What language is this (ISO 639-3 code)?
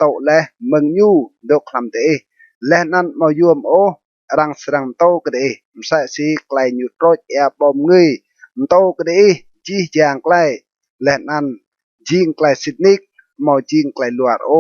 rad